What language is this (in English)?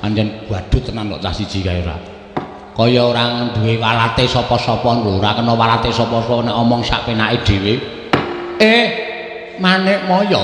Javanese